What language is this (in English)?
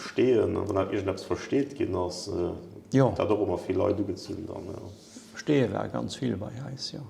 Luxembourgish